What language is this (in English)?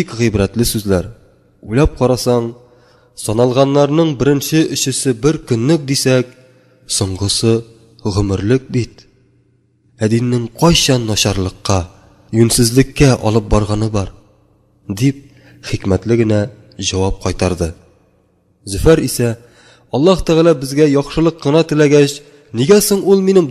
Tatar